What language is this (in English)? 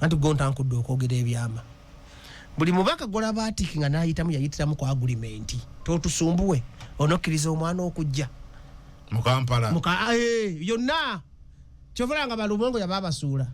Ganda